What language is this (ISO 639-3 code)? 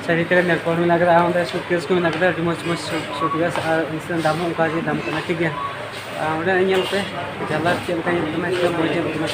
sat